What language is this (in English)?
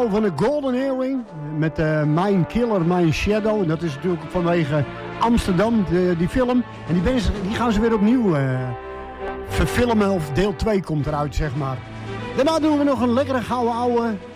Dutch